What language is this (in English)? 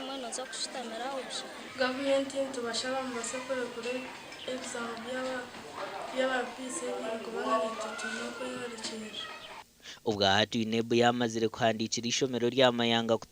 Nyankole